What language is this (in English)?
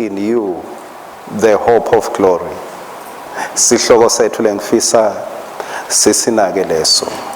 Swati